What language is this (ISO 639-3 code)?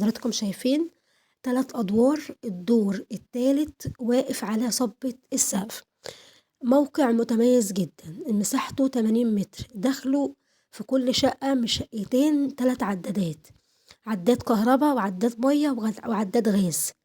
arz